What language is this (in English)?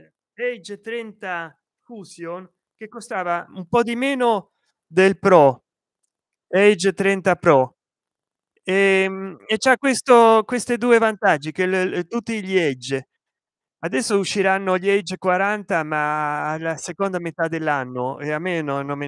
Italian